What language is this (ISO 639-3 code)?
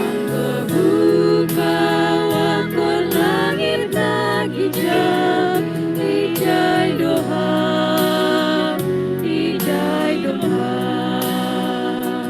bts